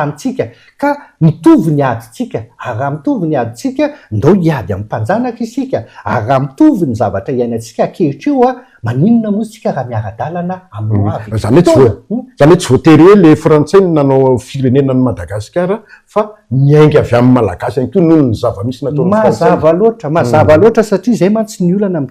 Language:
Malagasy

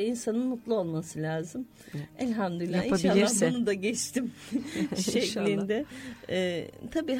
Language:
Turkish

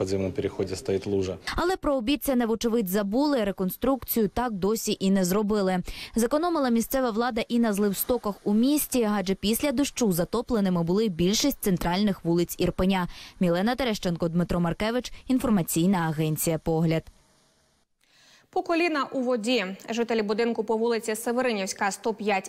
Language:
Ukrainian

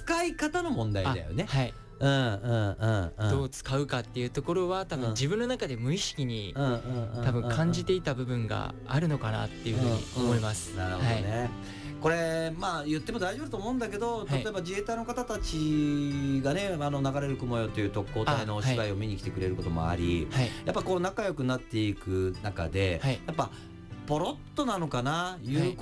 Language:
Japanese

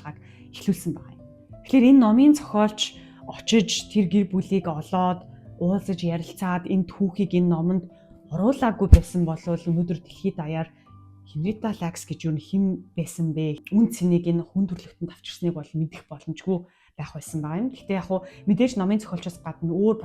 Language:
Mongolian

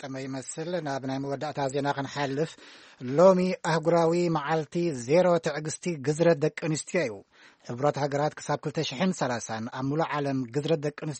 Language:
Tigrinya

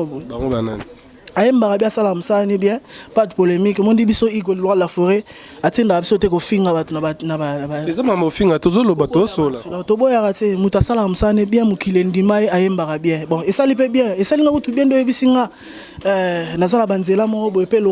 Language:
Lingala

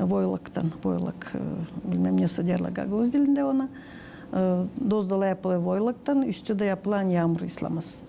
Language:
Gagauz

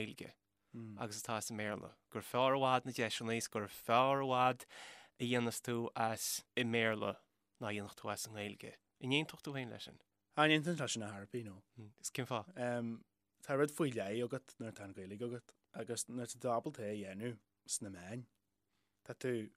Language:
Irish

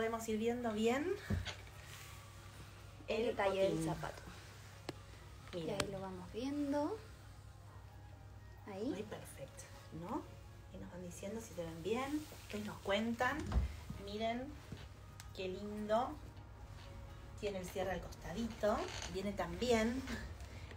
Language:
Spanish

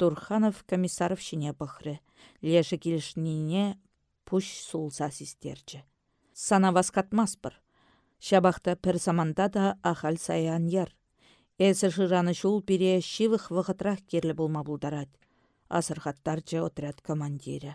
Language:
Chuvash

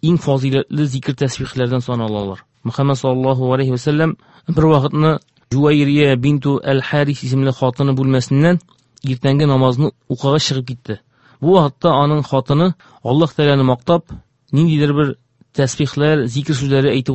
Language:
Tatar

